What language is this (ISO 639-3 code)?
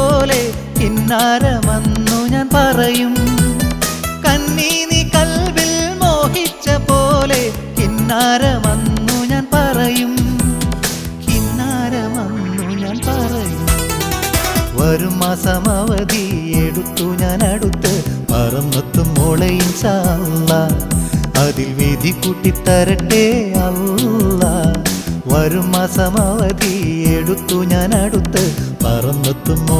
mal